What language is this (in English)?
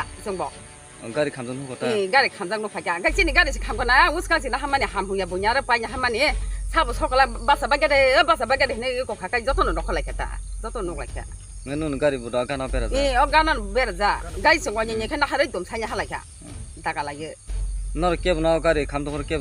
Kok Borok